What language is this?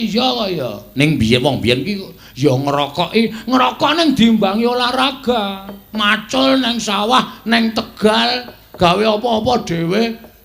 Javanese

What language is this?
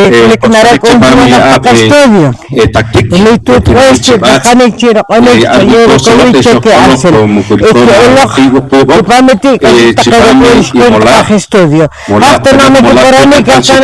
Poqomchi'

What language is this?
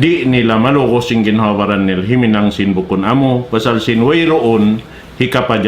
Tausug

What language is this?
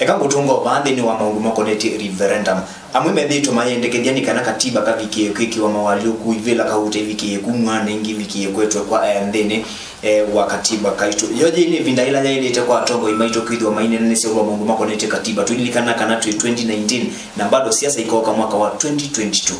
Kamba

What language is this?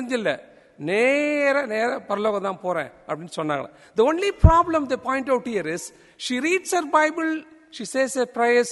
Tamil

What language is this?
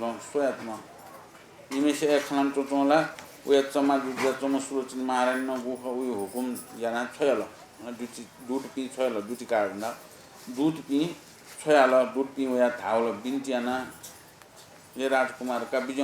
Newari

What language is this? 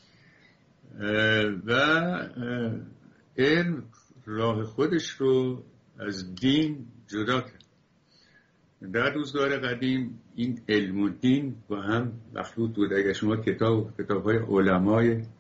Persian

